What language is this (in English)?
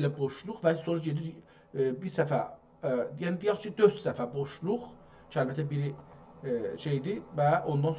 South Azerbaijani